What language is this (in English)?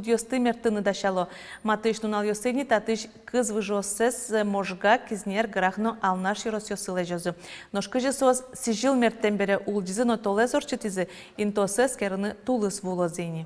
Udmurt